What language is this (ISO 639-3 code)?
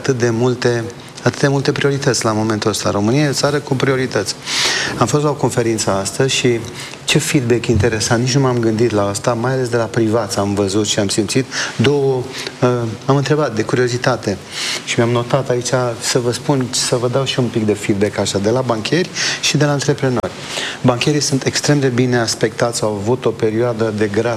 ron